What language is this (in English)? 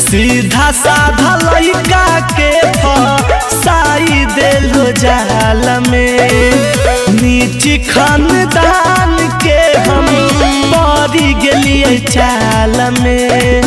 Magahi